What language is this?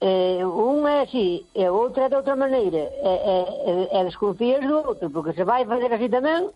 Galician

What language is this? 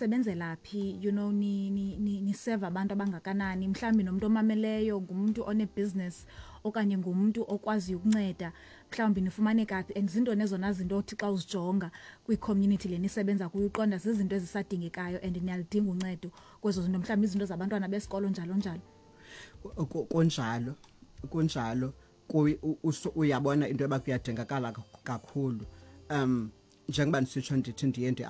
Xhosa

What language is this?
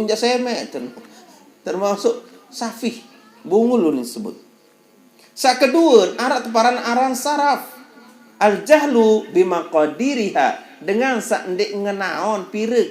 Sasak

